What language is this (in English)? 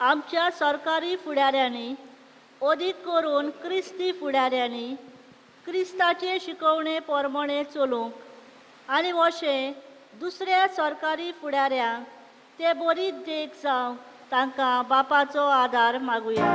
Konkani